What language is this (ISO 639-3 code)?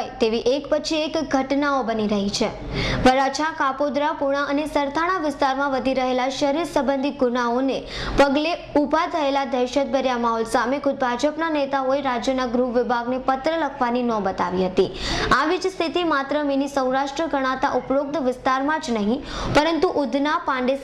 guj